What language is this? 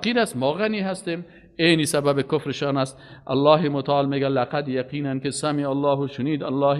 Persian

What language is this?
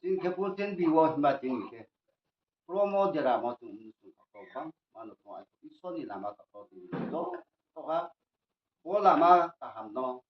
Riang (India)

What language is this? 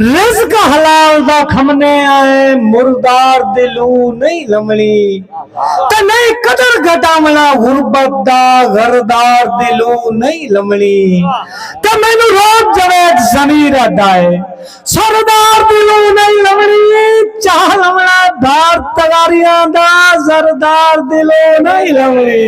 Saraiki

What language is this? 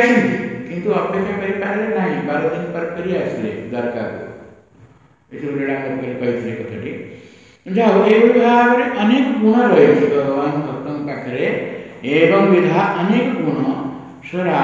Odia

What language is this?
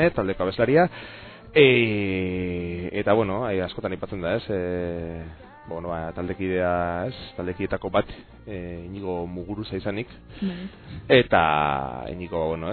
Basque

